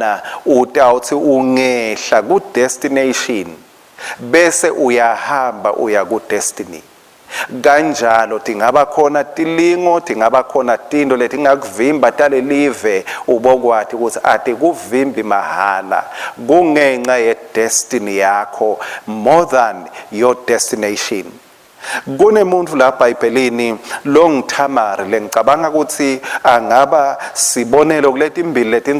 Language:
Swati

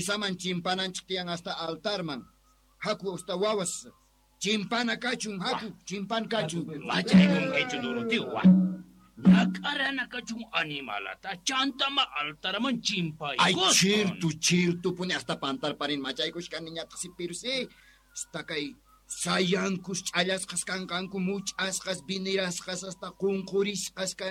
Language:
Quechua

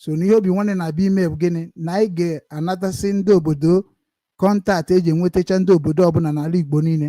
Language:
Igbo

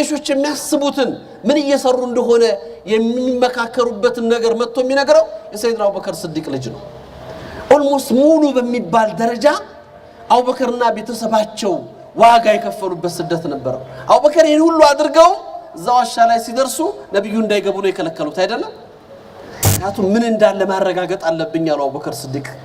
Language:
Amharic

